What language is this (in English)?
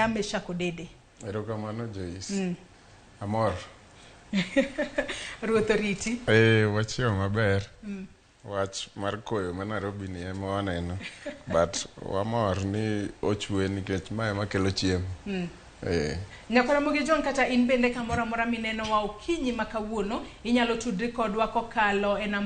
Luo (Kenya and Tanzania)